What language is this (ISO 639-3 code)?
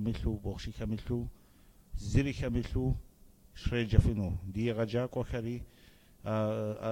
kbd